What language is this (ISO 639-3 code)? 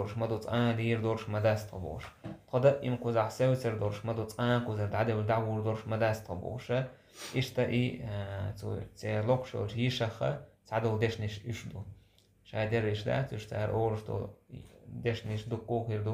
che